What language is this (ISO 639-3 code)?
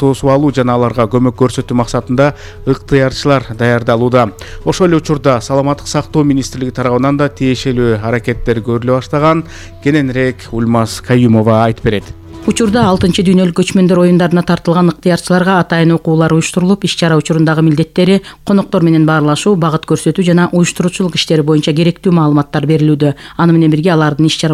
kir